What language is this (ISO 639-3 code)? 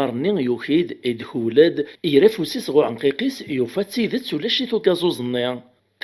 kab